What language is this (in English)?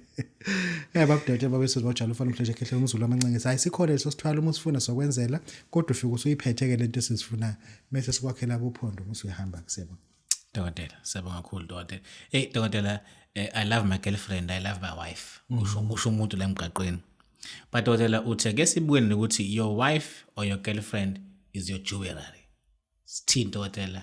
Zulu